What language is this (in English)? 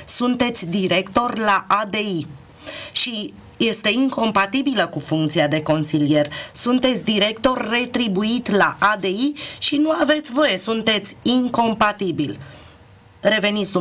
Romanian